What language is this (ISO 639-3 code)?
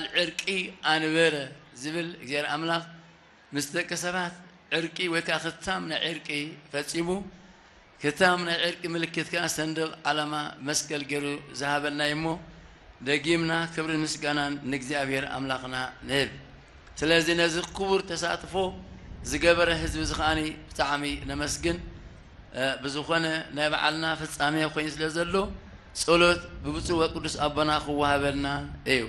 tir